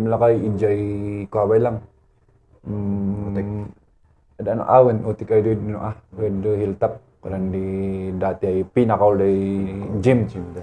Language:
Kankanaey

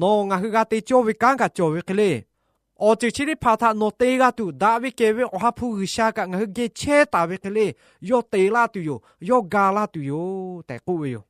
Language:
Lahu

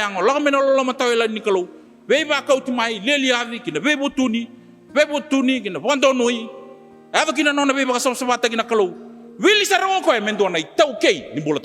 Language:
Fijian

